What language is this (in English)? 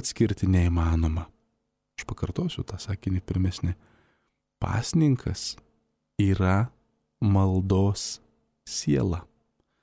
Lithuanian